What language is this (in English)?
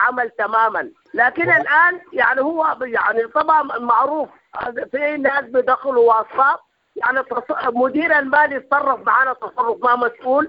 Sudanese Arabic